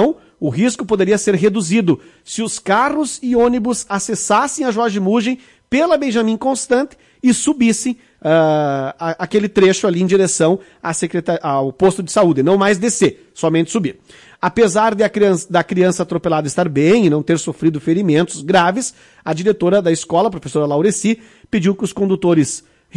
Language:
Portuguese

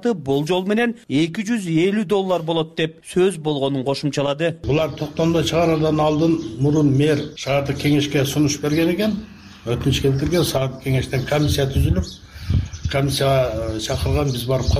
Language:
Kyrgyz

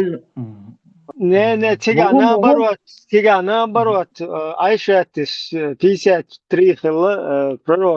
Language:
Chechen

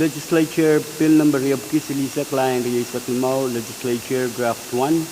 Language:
Pohnpeian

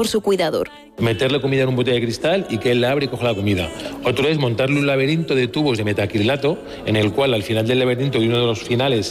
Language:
Spanish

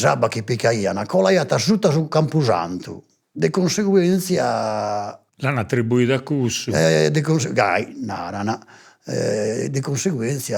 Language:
Sardinian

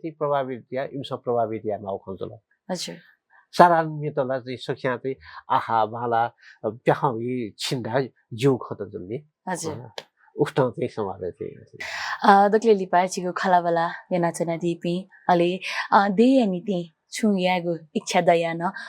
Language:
Newari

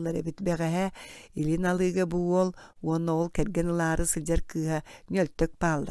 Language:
Yakut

